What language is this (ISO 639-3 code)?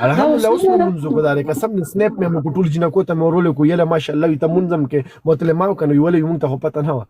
pus